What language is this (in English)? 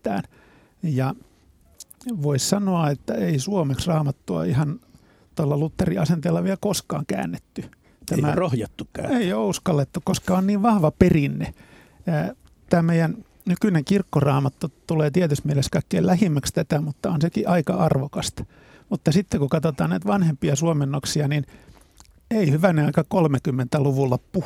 Finnish